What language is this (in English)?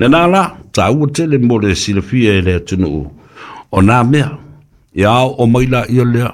Samoan